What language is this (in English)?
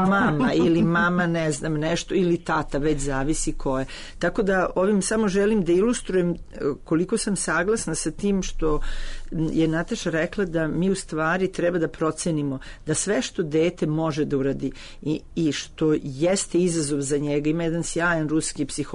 Serbian